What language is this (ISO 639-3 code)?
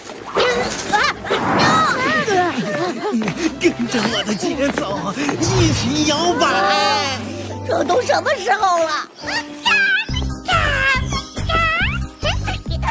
zho